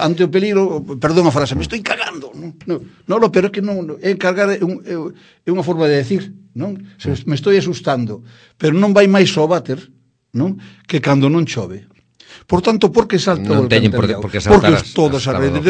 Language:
Galician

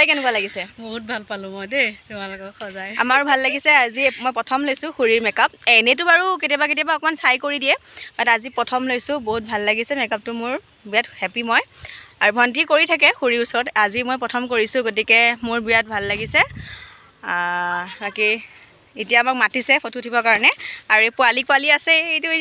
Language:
Assamese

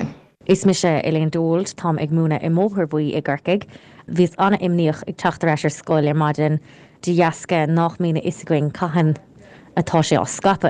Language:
Irish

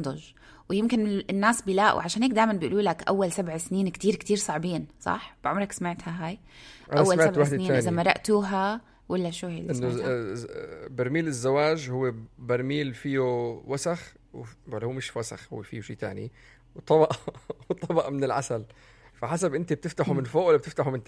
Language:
North Levantine Arabic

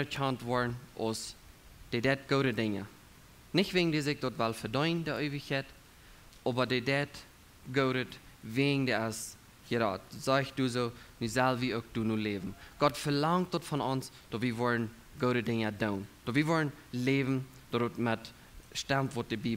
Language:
Plautdietsch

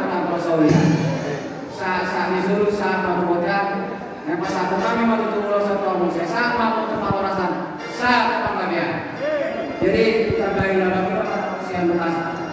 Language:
Batak Toba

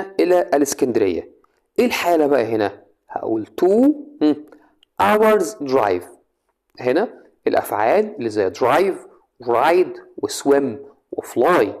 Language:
Egyptian Arabic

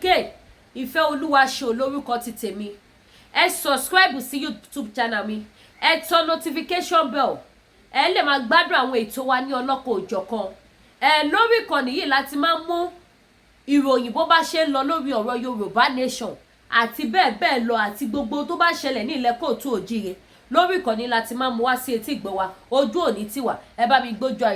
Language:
Yoruba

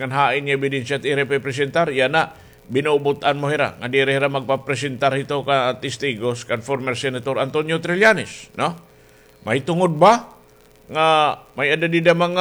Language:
Waray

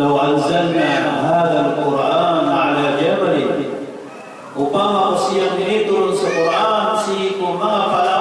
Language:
Maranao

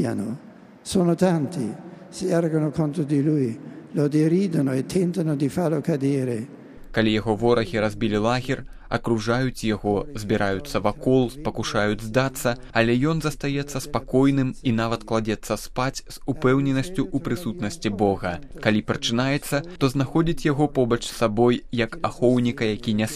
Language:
Belarusian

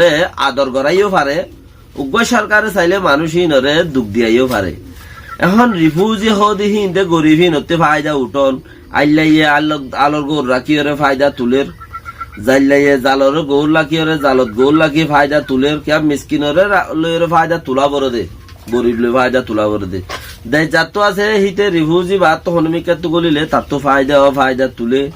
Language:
Rohingya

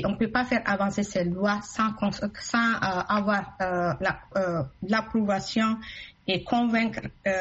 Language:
French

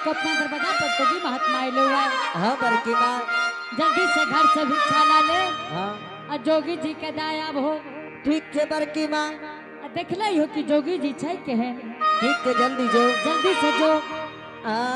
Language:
Angika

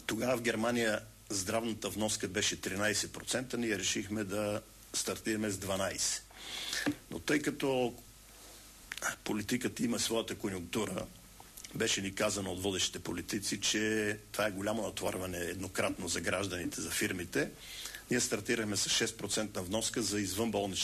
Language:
Bulgarian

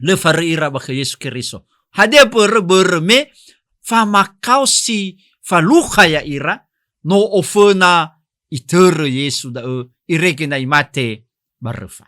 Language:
Nias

